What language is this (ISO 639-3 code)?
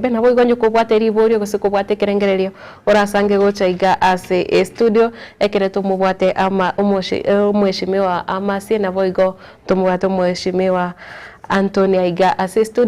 guz